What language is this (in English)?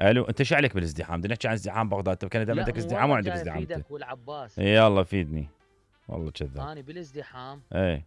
Mesopotamian Arabic